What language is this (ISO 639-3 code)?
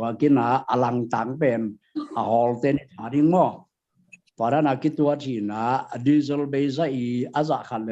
ctd